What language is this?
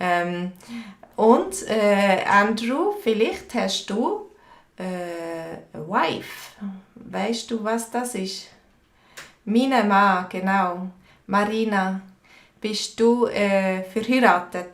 Swiss German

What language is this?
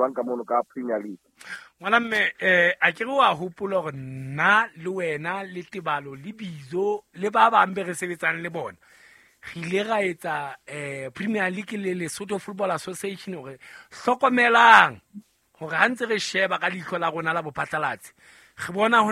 Southern Sotho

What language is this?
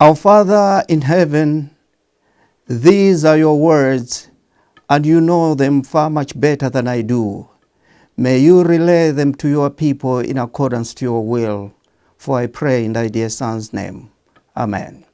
English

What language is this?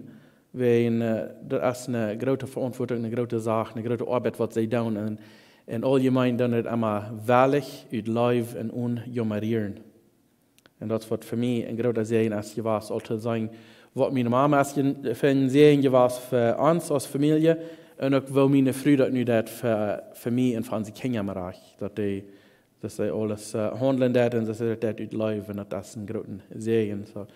Plautdietsch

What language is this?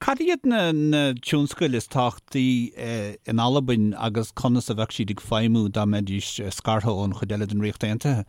Irish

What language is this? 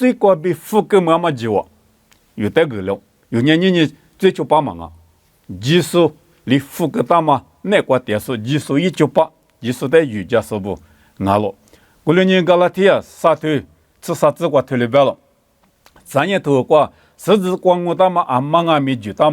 Lisu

